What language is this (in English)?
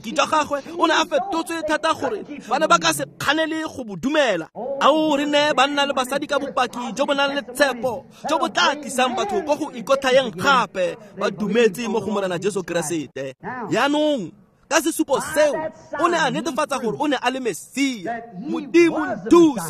Tswana